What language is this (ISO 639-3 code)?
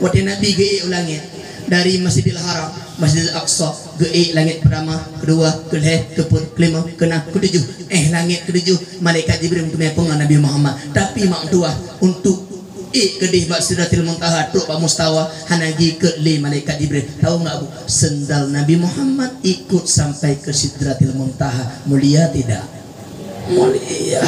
ace